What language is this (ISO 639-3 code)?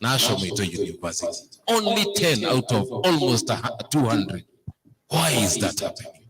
mas